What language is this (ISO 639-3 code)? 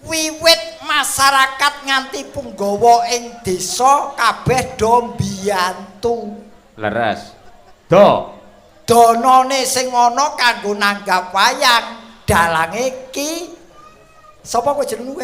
jav